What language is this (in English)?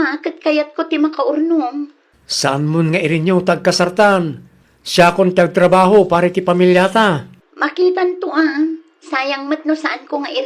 Iloko